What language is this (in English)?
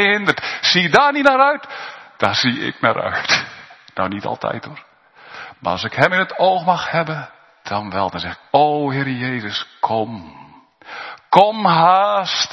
Dutch